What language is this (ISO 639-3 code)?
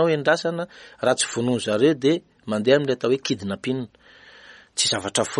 mlg